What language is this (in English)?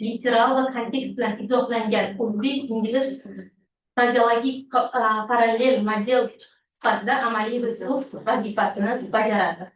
Uzbek